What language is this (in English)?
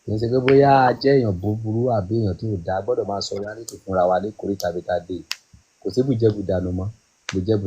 Yoruba